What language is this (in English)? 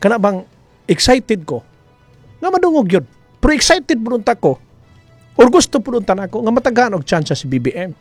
Cebuano